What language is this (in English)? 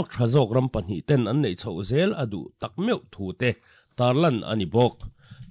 Mizo